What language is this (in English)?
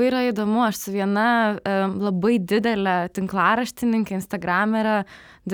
Lithuanian